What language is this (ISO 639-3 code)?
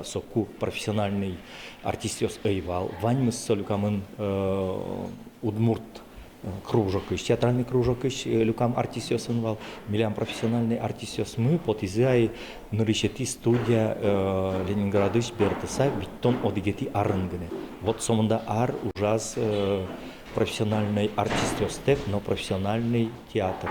udm